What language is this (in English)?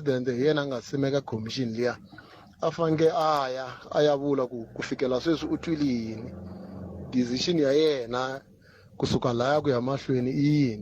Tsonga